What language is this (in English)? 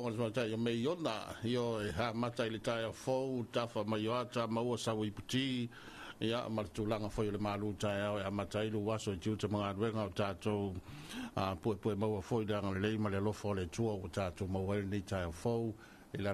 Samoan